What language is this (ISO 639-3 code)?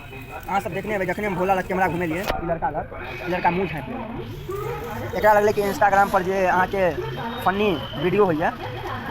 mai